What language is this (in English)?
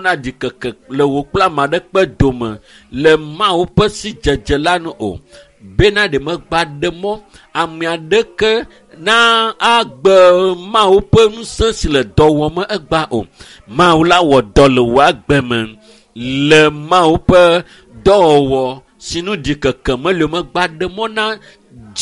Ewe